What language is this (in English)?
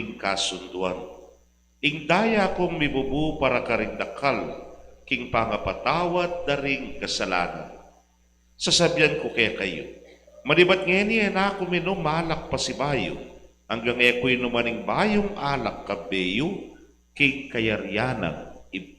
Pampanga